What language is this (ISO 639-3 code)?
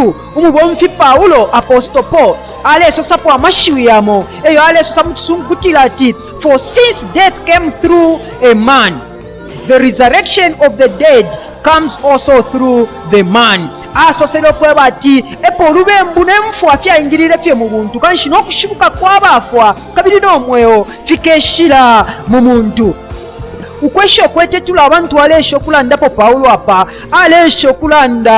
bem